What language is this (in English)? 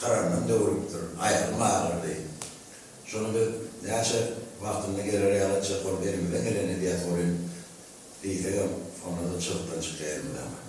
Turkmen